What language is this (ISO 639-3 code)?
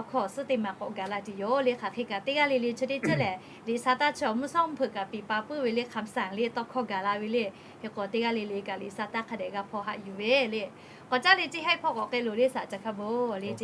lhu